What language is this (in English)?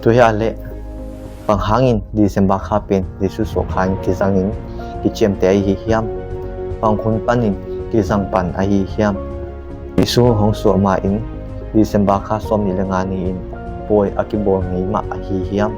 Tedim Chin